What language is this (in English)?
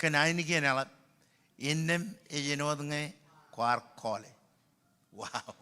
Marshallese